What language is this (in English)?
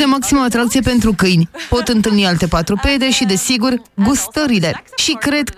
Romanian